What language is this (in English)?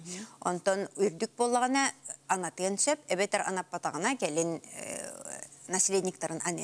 Yakut